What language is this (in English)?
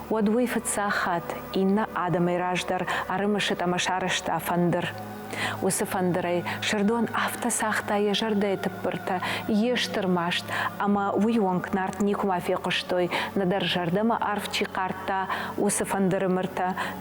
Ossetic